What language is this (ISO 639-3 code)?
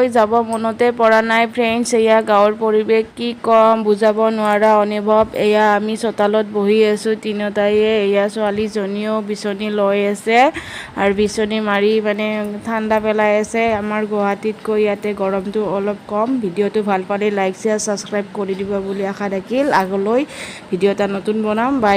asm